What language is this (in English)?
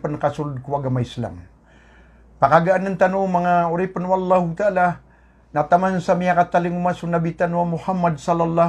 Maranao